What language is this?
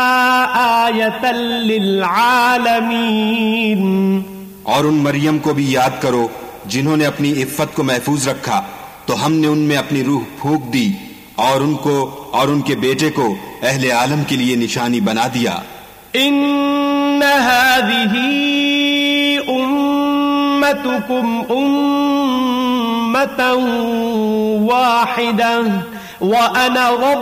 Urdu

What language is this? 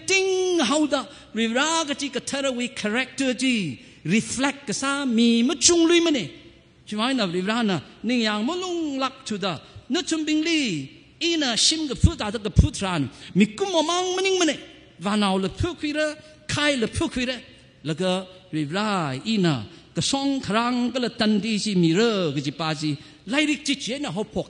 Tangkhul Naga (India)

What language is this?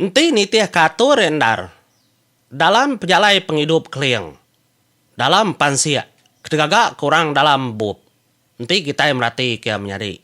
Iban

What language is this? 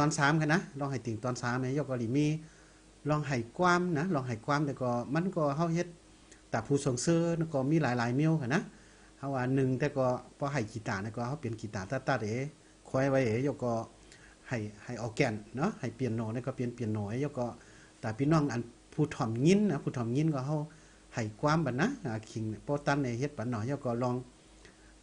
Shan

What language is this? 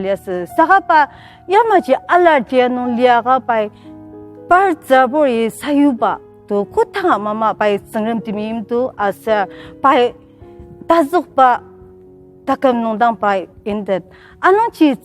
Ao Naga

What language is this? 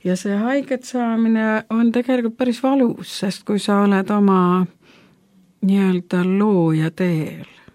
Estonian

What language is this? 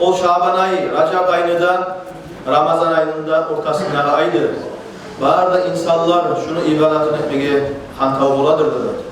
Kumyk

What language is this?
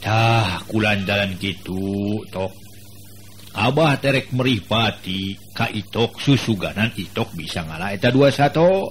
Sundanese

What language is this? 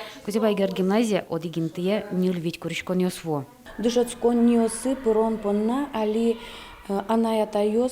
Udmurt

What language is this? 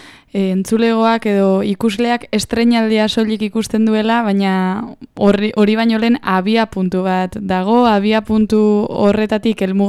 Basque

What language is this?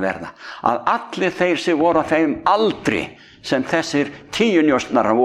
Icelandic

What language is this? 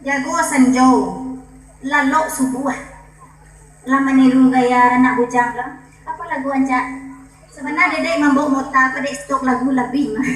Minangkabau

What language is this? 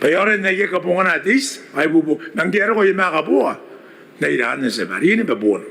Gilbertese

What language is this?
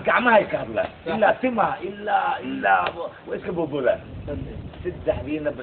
Somali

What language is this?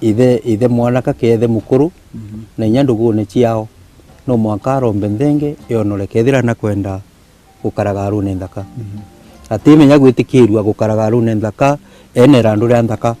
Meru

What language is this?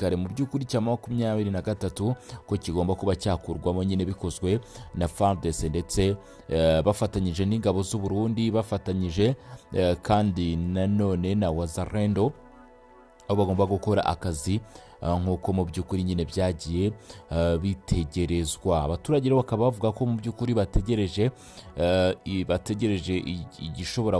Kinyarwanda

